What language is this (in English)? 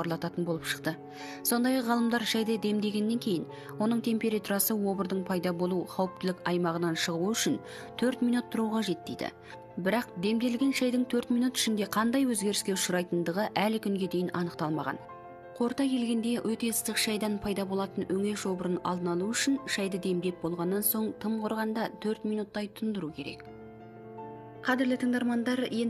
Kazakh